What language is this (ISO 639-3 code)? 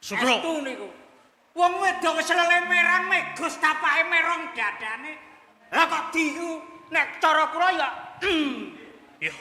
jav